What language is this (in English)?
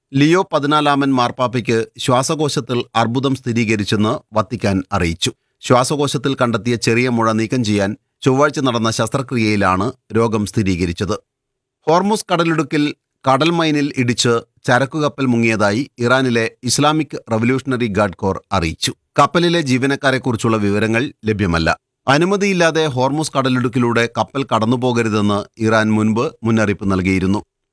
Malayalam